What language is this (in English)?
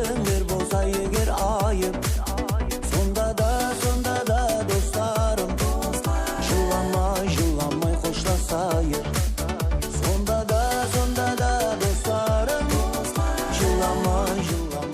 Kara-Kalpak